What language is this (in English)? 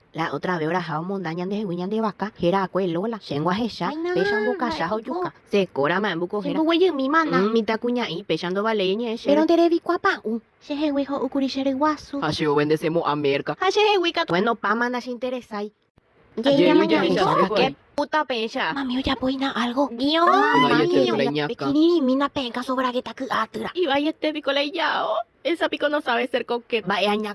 Guarani